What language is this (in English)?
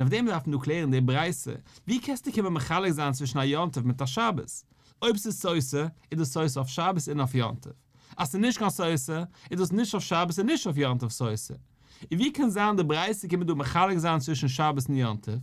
Yiddish